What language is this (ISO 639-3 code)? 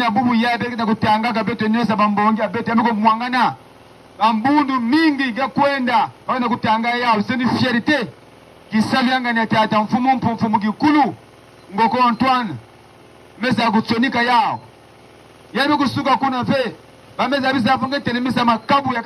ktu